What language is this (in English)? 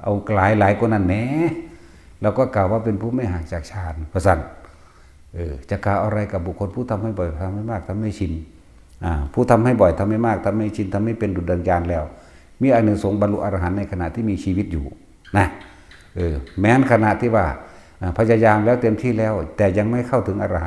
Northeastern Thai